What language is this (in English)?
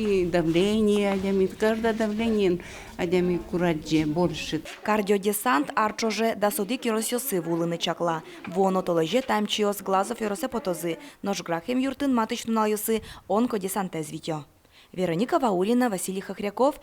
Udmurt